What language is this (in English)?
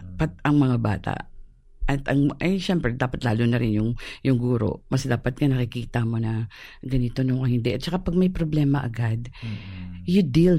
Filipino